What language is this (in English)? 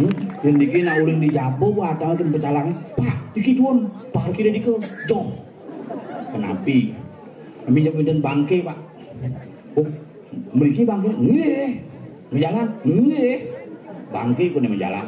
Balinese